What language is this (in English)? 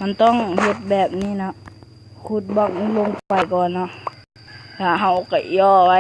Lao